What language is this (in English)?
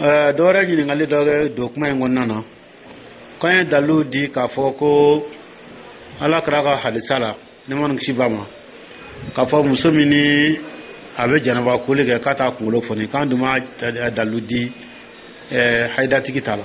Dyula